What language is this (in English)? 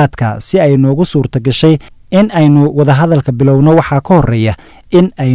Somali